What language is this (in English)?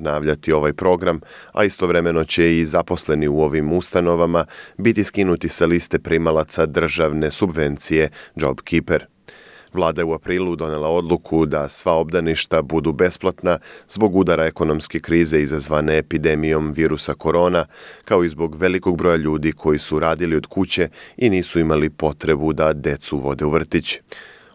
Serbian